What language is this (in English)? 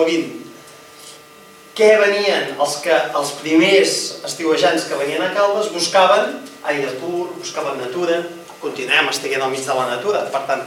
Catalan